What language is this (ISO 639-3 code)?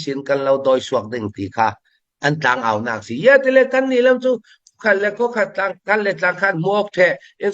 cnh